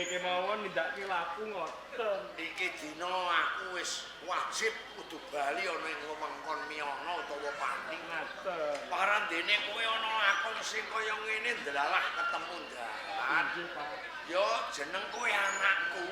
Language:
Javanese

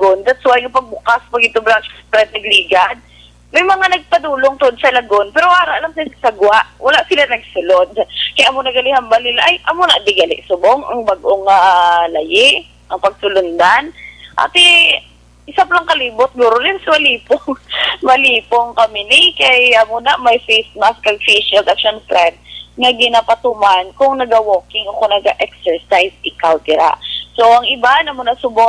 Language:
Hiligaynon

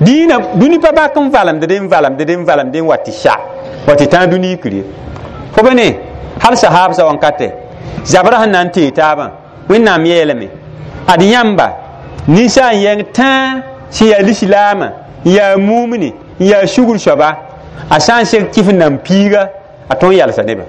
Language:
Mossi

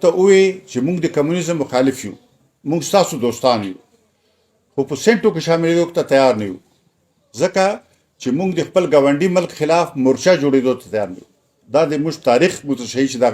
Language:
Pashto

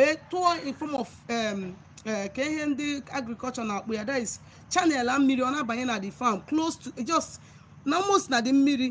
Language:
Igbo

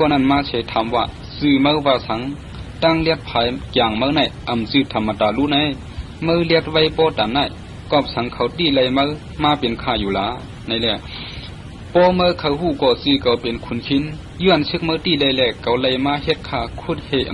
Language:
Shan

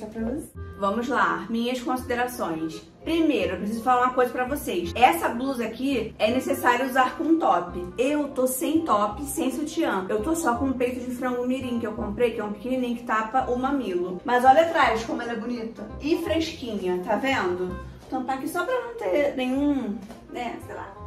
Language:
Portuguese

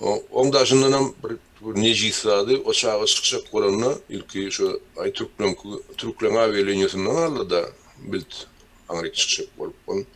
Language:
Turkmen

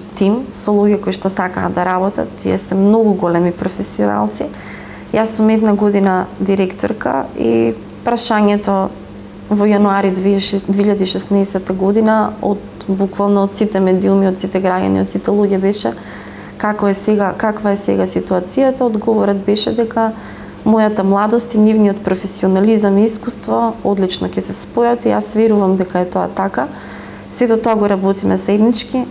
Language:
Macedonian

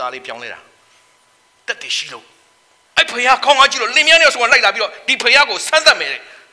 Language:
Burmese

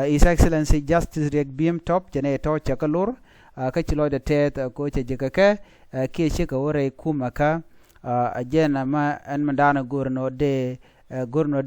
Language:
Nuer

